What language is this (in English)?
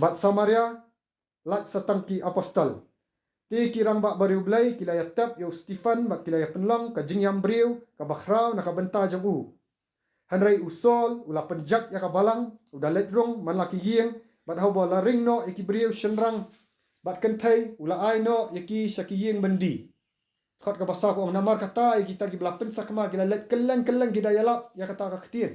Khasi